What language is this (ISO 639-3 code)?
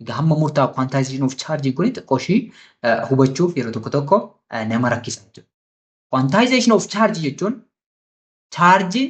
orm